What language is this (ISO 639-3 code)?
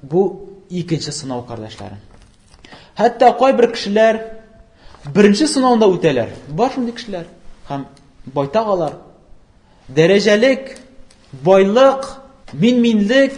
tat